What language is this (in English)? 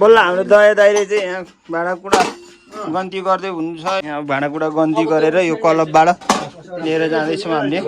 Nepali